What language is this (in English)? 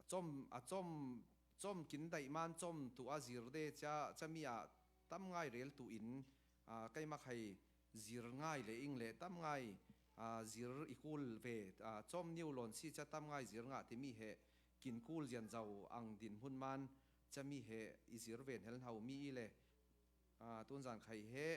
Falam Chin